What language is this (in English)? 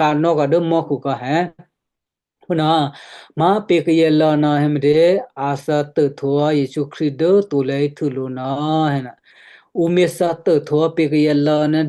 Western Kayah